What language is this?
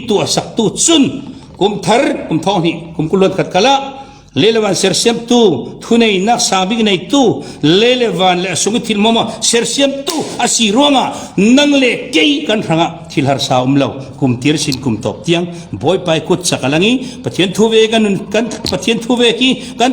Falam Chin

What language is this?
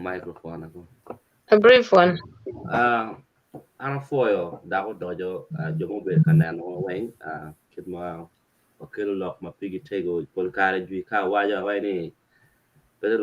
Acoli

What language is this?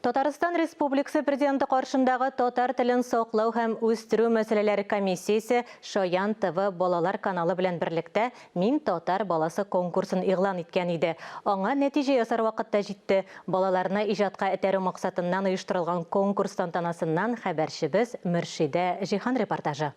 Tatar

